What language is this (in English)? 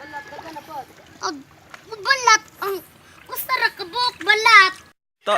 Cebuano